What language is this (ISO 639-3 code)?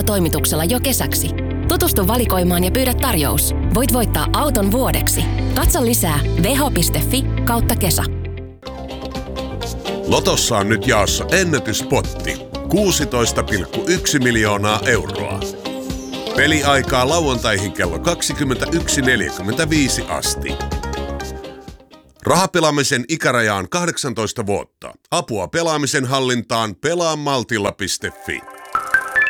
fin